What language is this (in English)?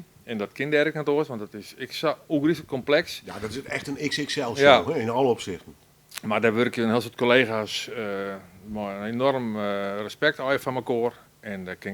Western Frisian